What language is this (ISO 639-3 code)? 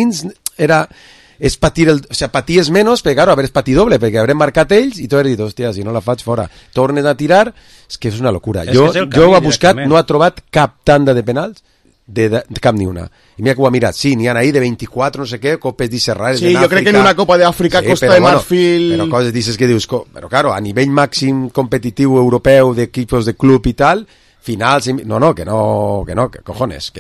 cat